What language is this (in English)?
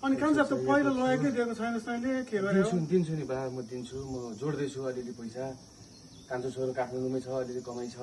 Nepali